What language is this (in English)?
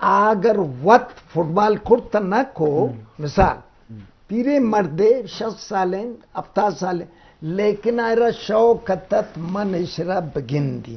Eastern Balochi